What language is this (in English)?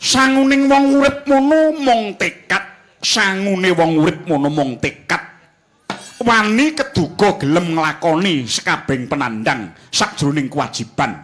Javanese